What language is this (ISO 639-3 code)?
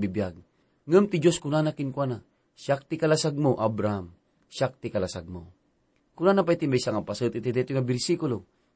ilo